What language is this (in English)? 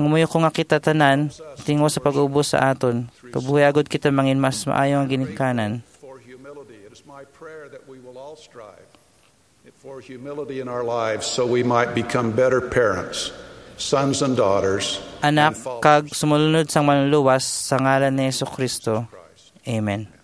Hiligaynon